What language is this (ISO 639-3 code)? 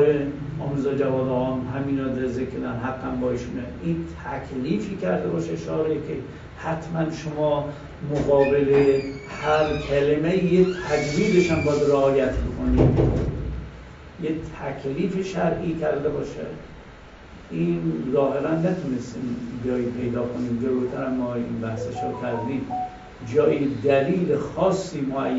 fas